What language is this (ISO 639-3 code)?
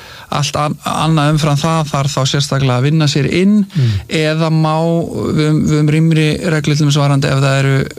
isl